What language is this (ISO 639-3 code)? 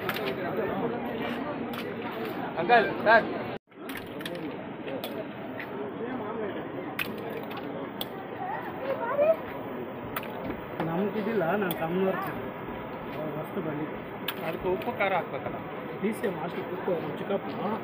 kan